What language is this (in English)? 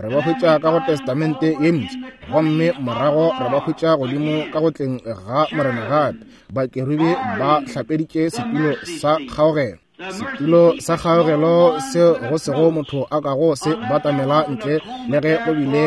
Northern Sotho